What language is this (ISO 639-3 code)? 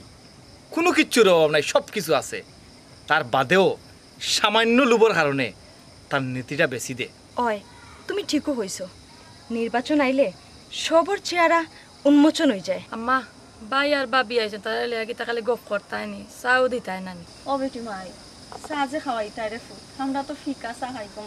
syl